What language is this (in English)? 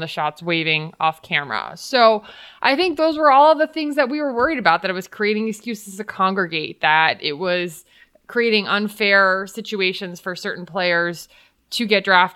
English